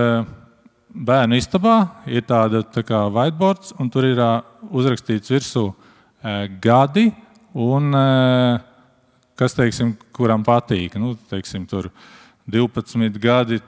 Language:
Latvian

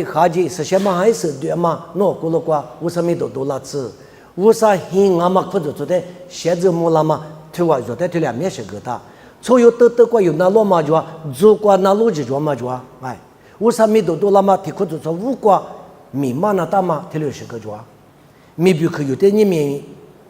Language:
Lisu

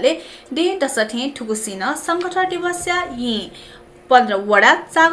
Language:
Newari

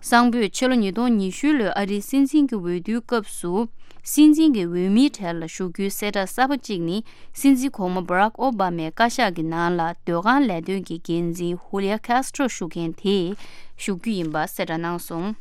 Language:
Tibetan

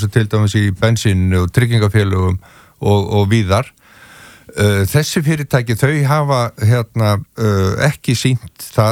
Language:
Icelandic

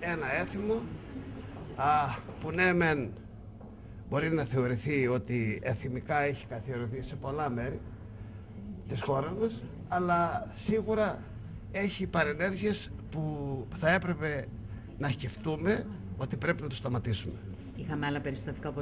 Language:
Greek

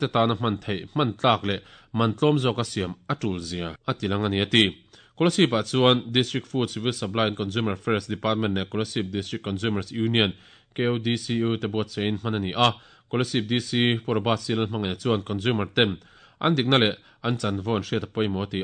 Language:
Mizo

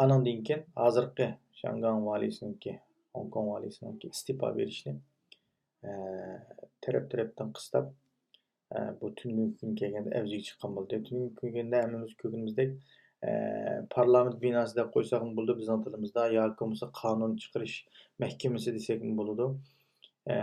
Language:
Uyghur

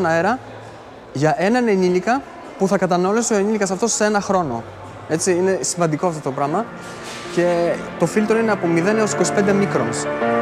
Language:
Greek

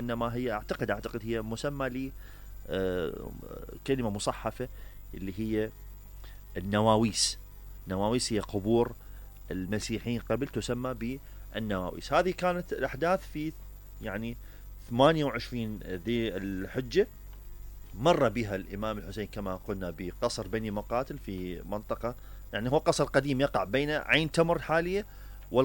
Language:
Mesopotamian Arabic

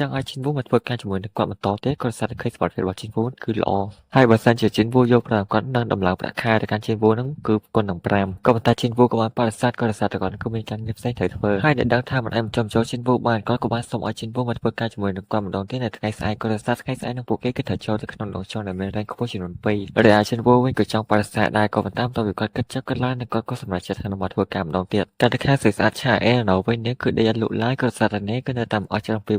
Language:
Khmer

